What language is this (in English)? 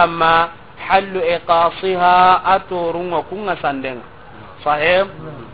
Soninke